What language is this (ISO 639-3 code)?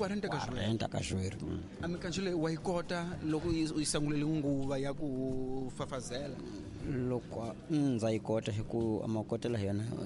tso